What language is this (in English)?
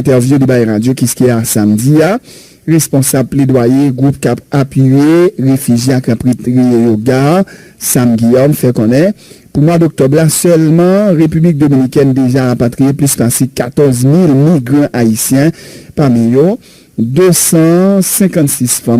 Haitian Creole